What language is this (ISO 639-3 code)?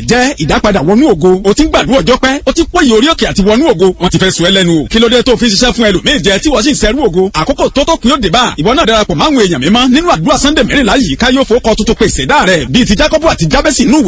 yor